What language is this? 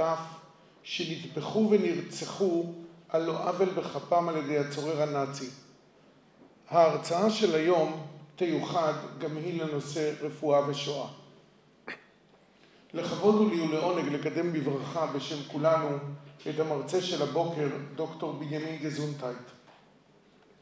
Hebrew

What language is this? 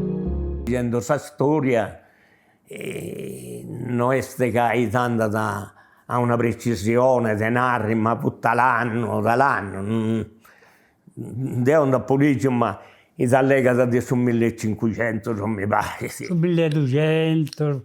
Sardinian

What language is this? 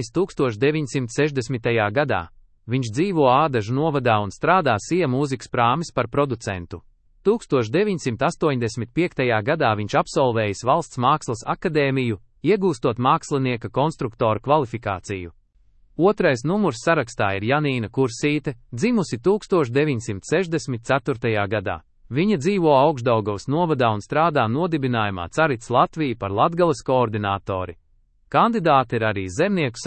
Latvian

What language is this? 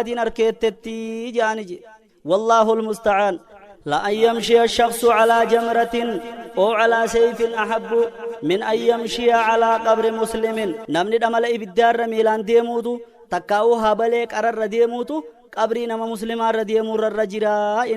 Oromo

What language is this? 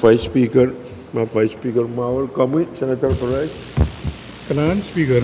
Pohnpeian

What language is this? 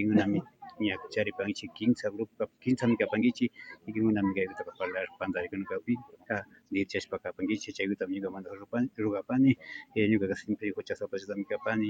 Imbabura Highland Quichua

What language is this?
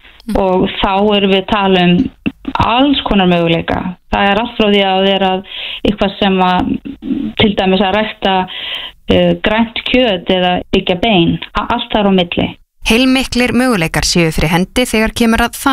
Icelandic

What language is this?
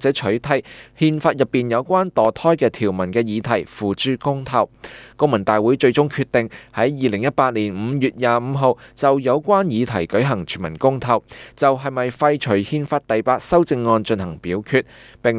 Cantonese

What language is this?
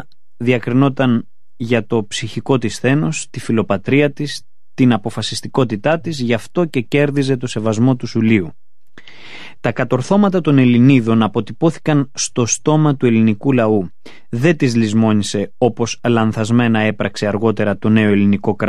Greek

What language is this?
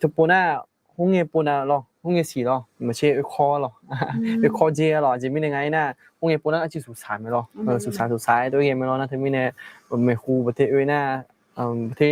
Akha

